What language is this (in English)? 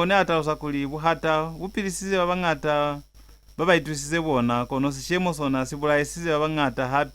Lozi